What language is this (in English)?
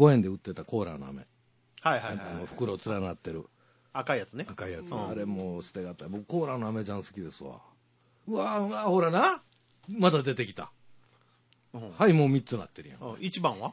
Japanese